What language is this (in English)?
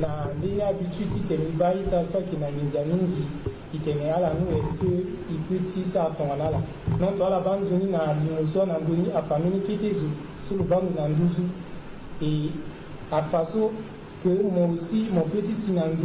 Sango